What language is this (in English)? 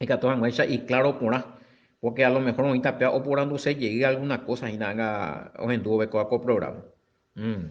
Guarani